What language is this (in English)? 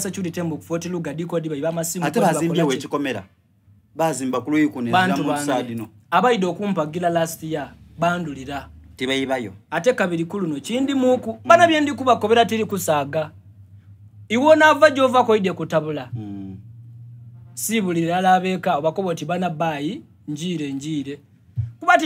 Soga